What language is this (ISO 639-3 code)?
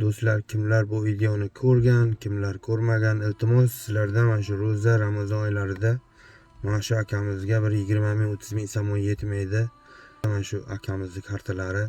uzb